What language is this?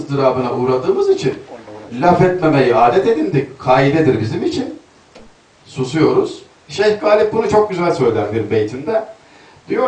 Turkish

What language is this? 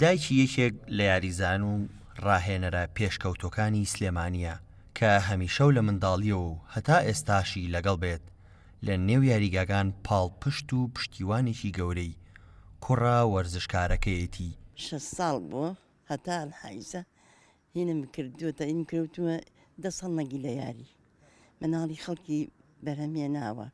Central Kurdish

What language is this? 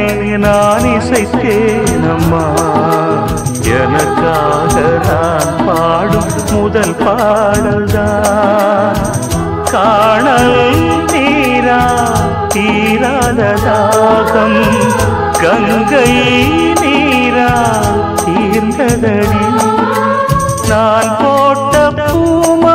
Tamil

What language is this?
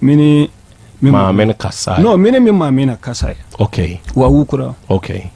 Akan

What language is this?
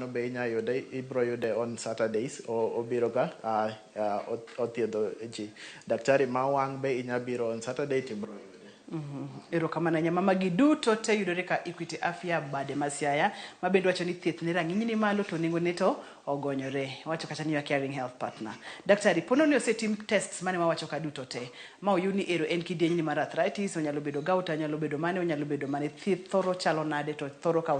Luo (Kenya and Tanzania)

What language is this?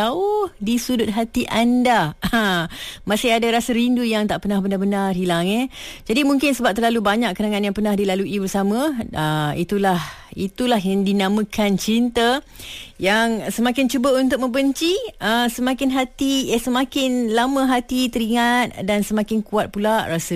Malay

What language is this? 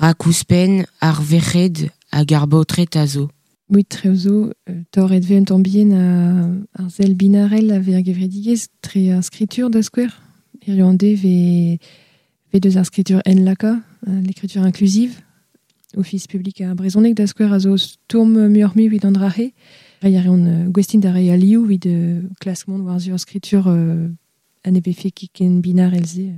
Breton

